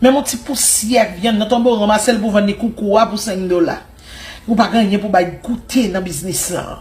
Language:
Haitian Creole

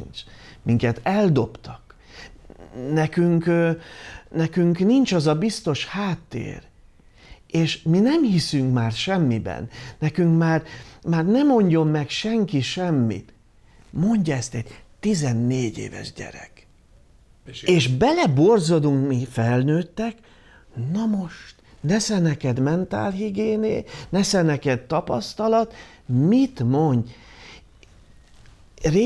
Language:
Hungarian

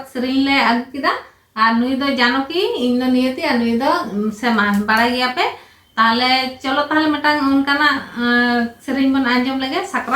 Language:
Santali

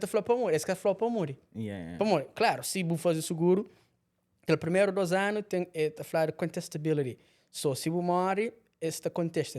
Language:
Kabuverdianu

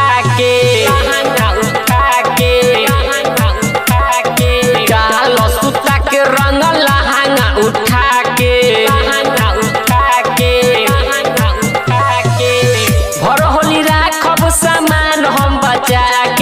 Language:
Bhojpuri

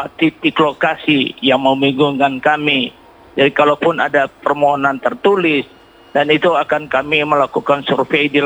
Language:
Indonesian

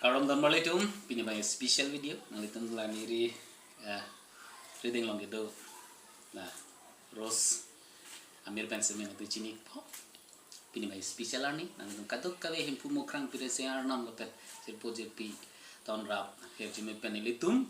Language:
Karbi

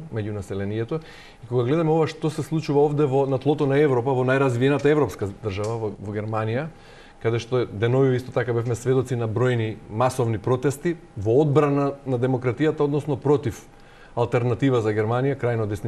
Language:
Macedonian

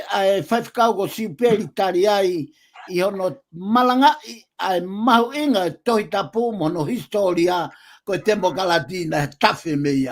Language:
Tongan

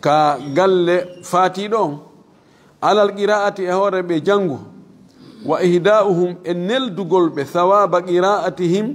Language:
Fula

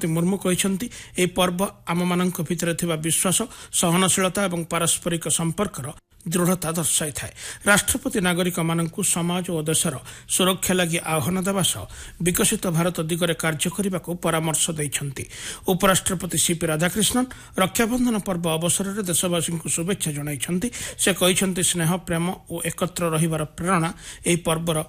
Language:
Odia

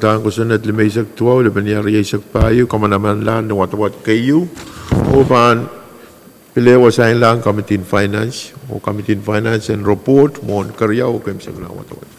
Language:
Pohnpeian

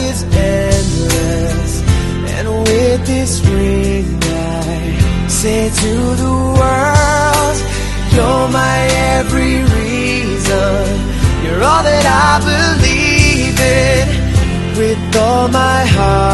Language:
English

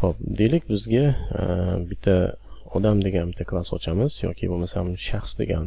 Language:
Uzbek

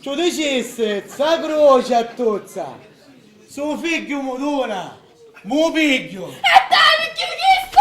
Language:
Sicilian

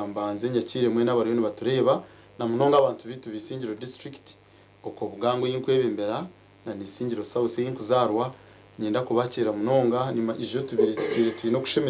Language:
Nyankole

